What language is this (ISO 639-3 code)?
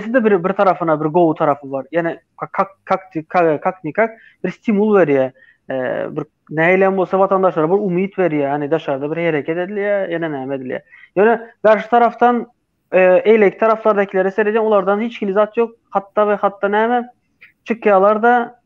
tuk